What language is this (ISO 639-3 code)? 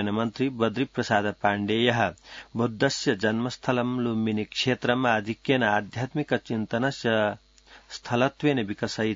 san